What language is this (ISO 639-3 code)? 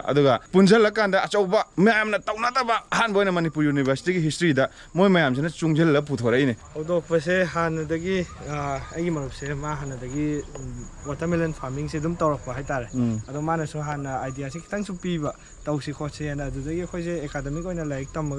mni